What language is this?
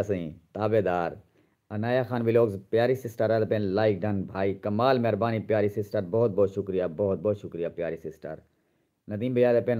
Saraiki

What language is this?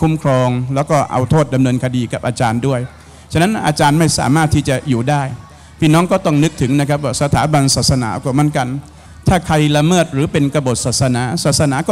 Thai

